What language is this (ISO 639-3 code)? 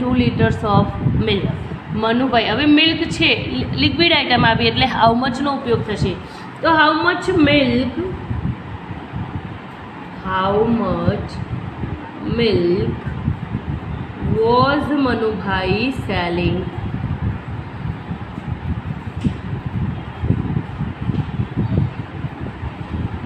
guj